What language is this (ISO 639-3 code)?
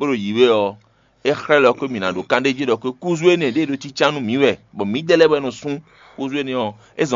fon